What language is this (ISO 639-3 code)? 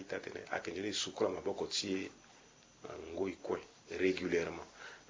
sag